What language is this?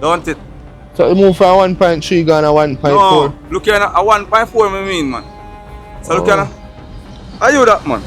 Jamaican Creole English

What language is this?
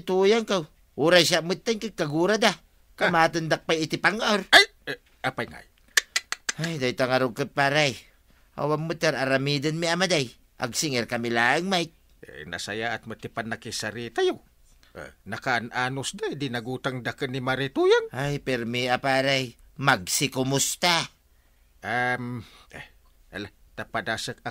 Iloko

